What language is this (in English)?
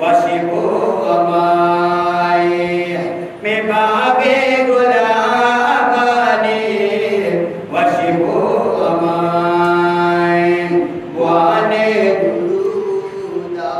Eastern Balochi